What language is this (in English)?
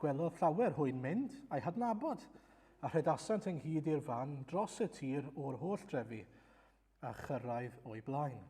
Welsh